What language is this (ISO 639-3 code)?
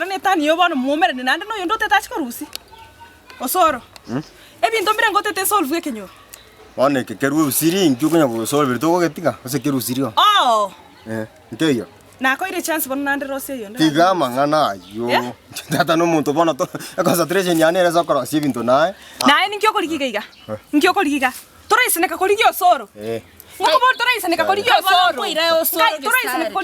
guz